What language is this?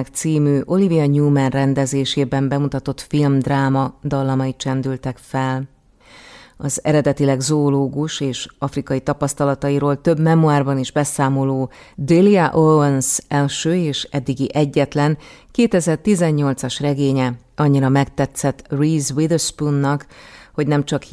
Hungarian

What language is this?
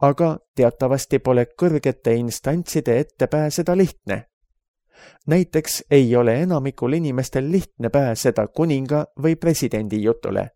Estonian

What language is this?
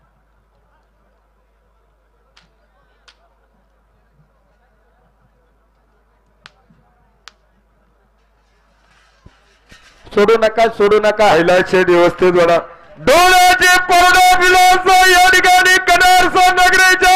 Marathi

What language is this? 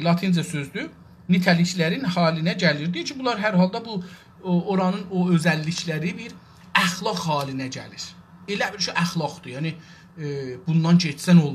South Azerbaijani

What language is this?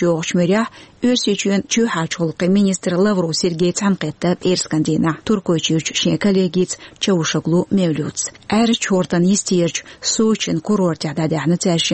Chechen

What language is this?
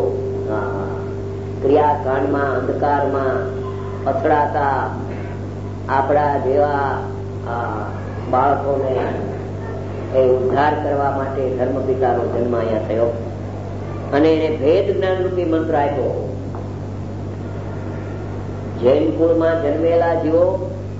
Gujarati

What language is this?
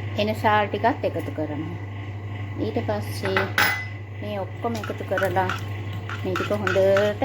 Sinhala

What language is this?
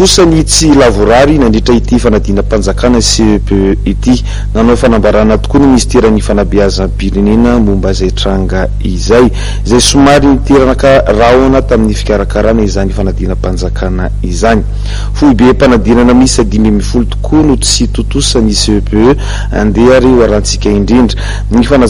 Malagasy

